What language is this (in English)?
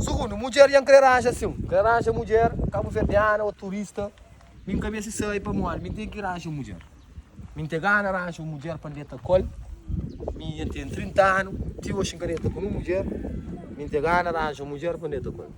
Kabuverdianu